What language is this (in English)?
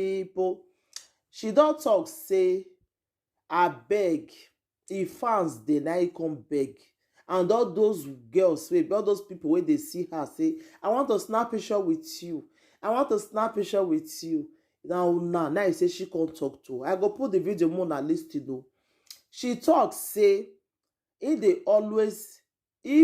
Nigerian Pidgin